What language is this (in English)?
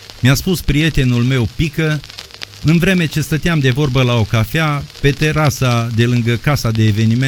Romanian